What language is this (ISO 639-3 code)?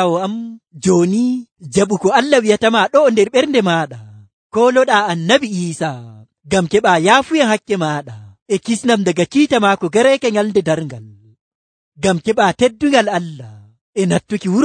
fuv